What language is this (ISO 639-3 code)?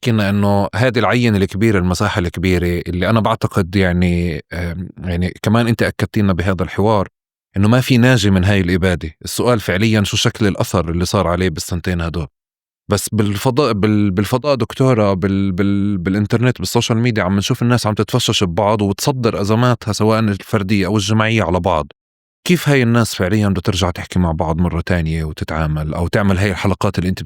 apc